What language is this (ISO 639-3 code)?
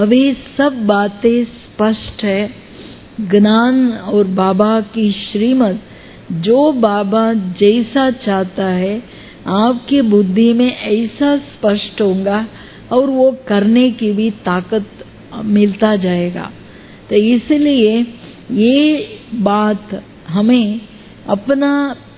hin